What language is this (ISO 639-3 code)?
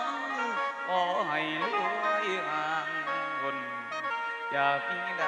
lao